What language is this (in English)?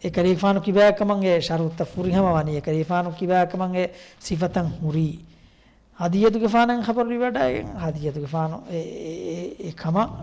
Divehi